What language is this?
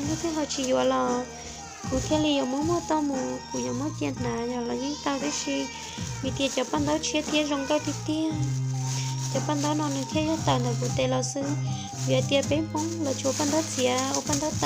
Hmong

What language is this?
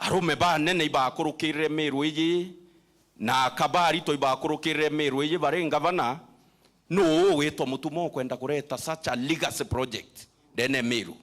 Meru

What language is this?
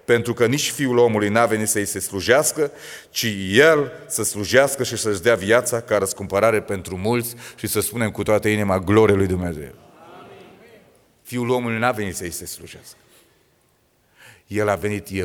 Romanian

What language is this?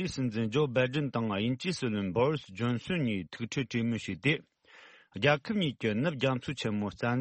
Tibetan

